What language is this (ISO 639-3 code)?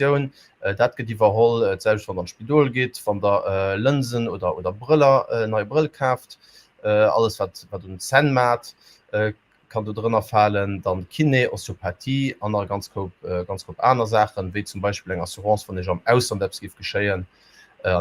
ltz